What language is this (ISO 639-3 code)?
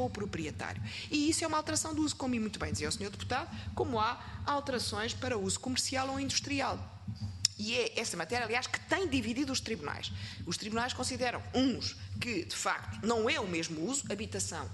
por